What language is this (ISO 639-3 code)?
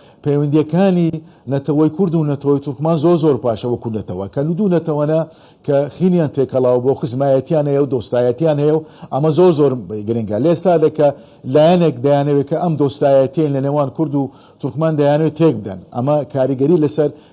ckb